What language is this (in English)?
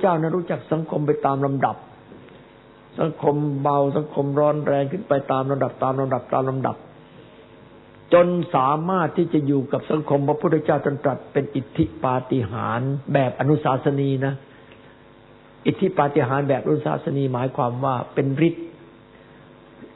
Thai